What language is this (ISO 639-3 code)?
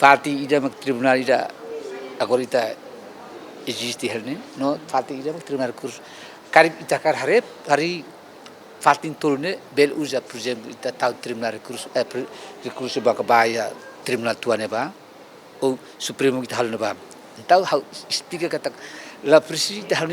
tet